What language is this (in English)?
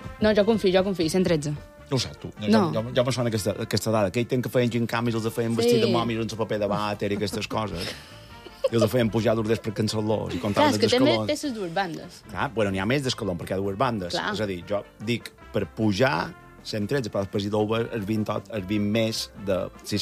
Catalan